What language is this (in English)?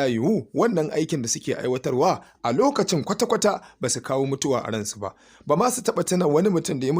Hausa